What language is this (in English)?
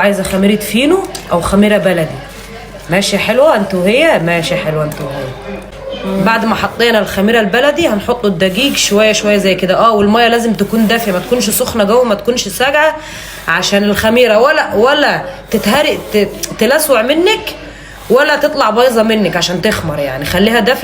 Egyptian Arabic